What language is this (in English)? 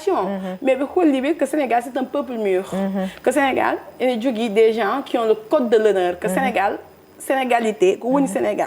Fula